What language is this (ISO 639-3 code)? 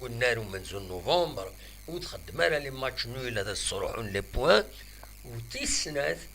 kab